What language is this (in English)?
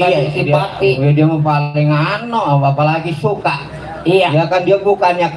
Betawi